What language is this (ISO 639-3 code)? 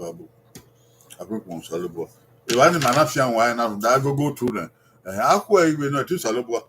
bin